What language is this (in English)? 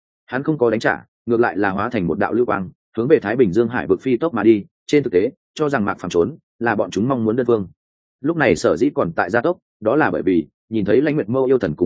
Vietnamese